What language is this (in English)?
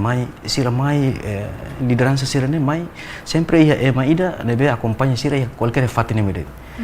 Tetum